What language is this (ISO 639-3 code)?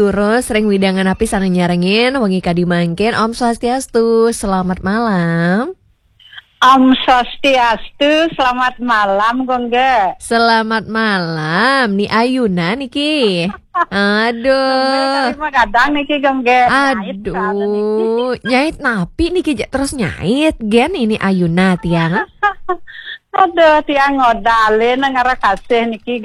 ban